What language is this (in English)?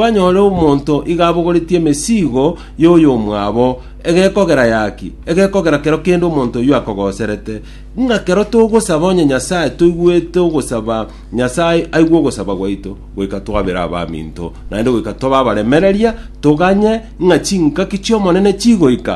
Gusii